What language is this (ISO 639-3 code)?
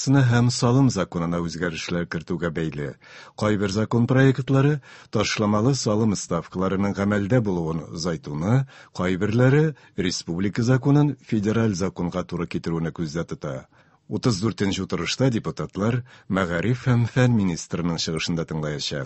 tat